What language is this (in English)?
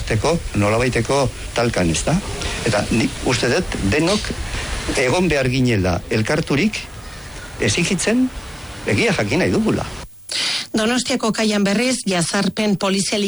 Basque